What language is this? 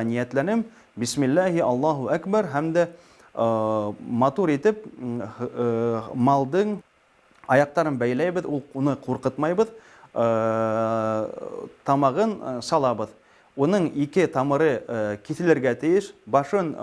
Bashkir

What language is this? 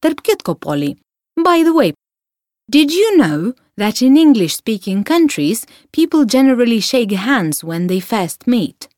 Lithuanian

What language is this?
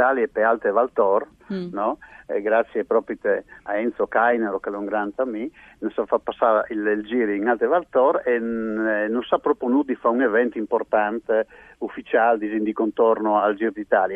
Friulian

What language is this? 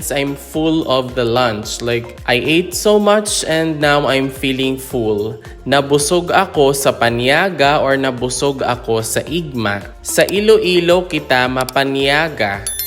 Hiligaynon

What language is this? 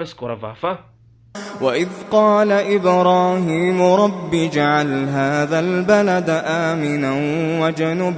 Divehi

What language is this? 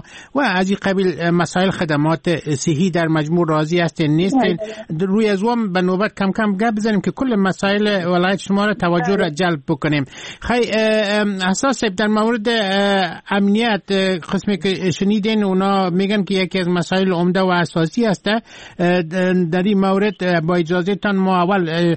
Persian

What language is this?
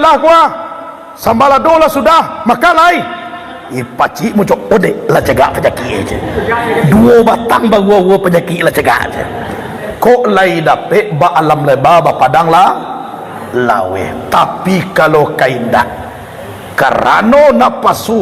Minangkabau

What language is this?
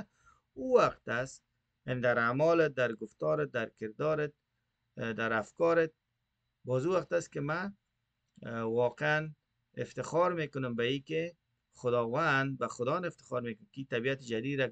Persian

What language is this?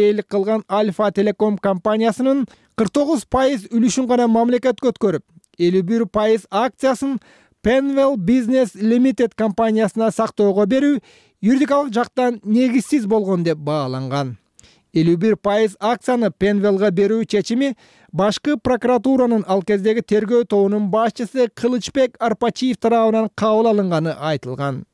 Kyrgyz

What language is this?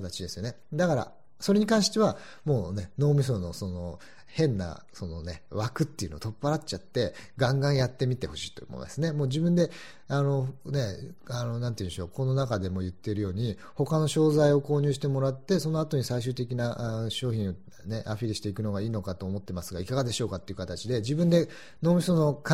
Japanese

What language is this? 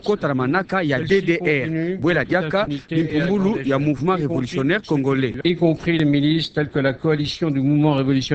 Kituba (Democratic Republic of Congo)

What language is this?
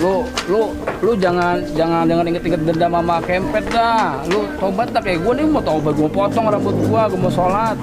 Betawi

